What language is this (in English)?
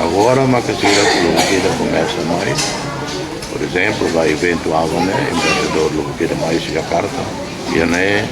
Tetum